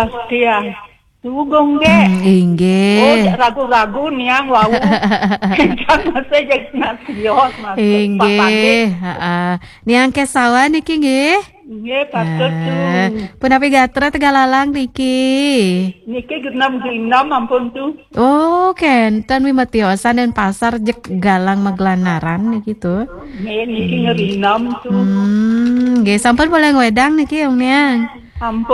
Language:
Balinese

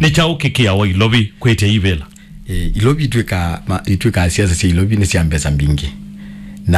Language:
Kamba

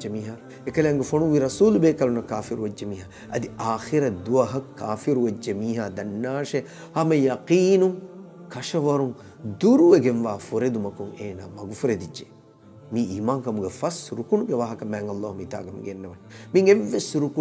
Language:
Divehi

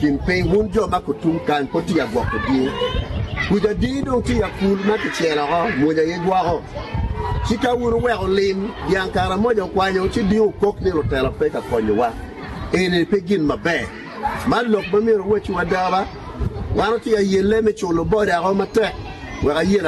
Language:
Acoli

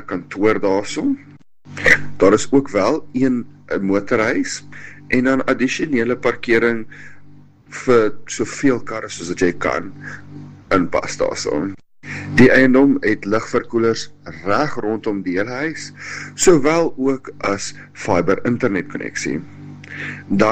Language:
Afrikaans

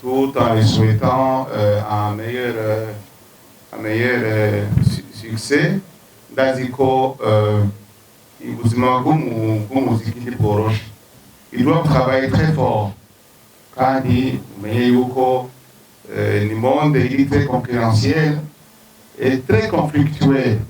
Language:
Rundi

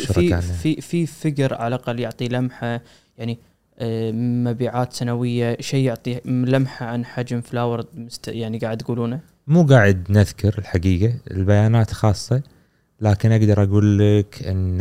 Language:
Gulf Arabic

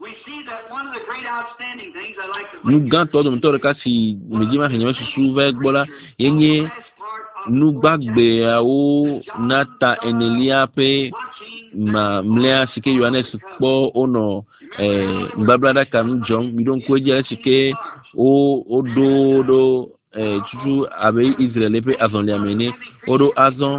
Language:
Ewe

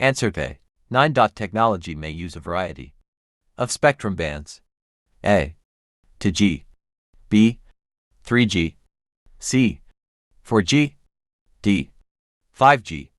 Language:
English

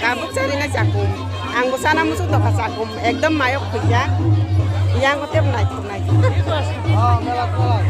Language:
Kok Borok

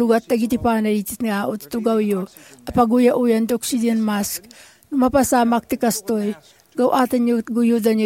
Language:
Iloko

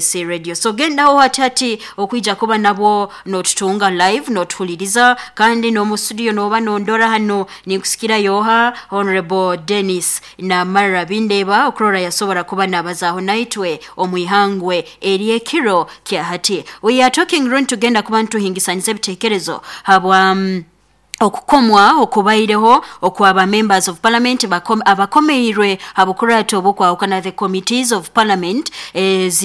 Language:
Nyoro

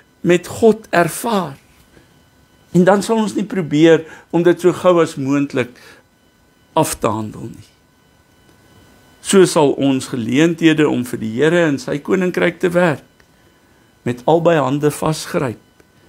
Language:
Afrikaans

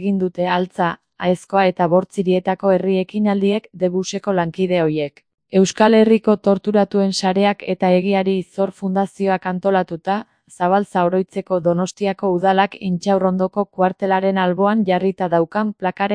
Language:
Basque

